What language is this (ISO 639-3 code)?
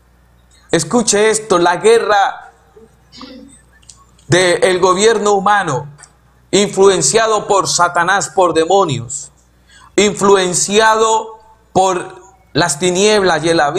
spa